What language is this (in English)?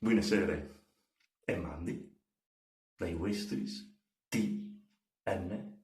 Friulian